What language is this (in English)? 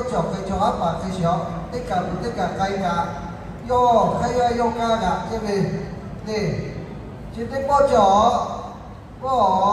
Lahu